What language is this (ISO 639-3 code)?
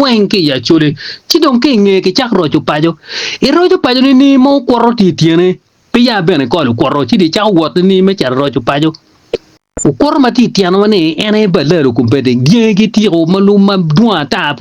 ach